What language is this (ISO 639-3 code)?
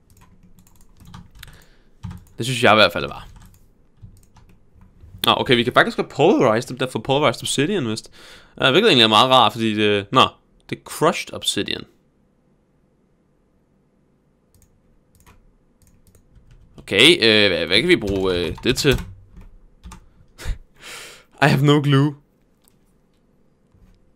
dan